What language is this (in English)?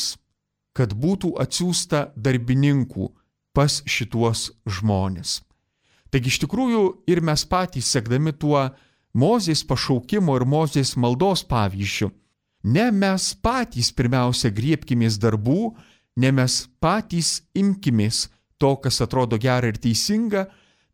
Lithuanian